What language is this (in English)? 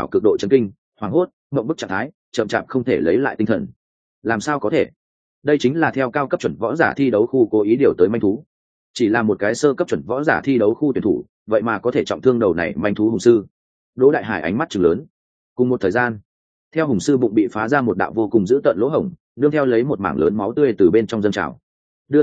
Vietnamese